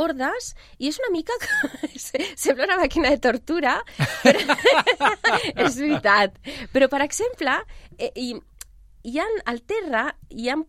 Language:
Catalan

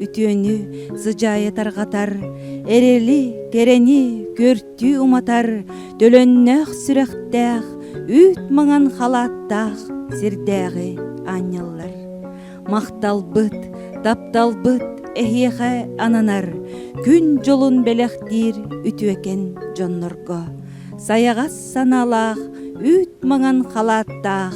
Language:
Yakut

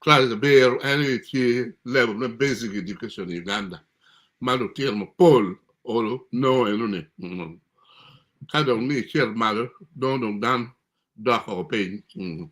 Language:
Acoli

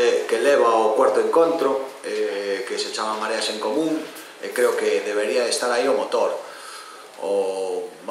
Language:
Galician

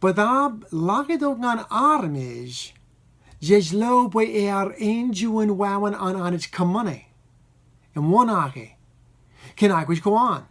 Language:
Marshallese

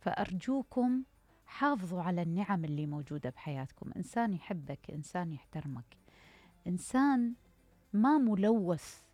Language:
Mesopotamian Arabic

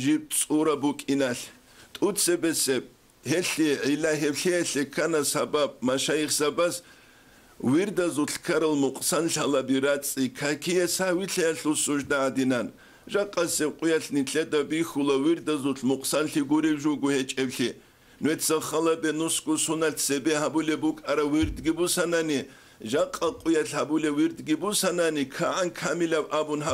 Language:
Avaric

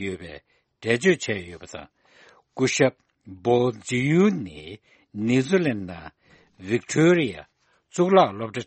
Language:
Tibetan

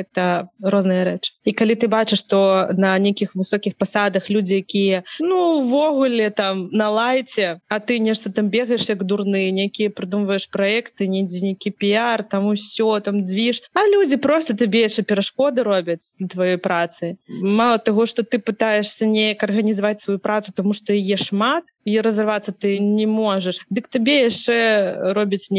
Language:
Belarusian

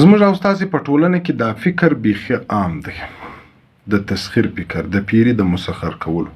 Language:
Pashto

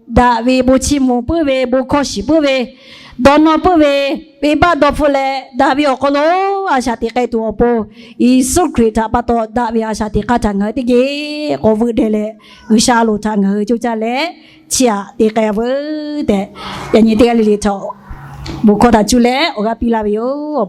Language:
Lahu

